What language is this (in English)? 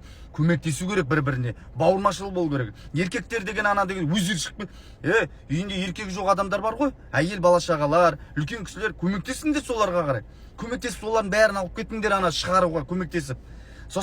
Kazakh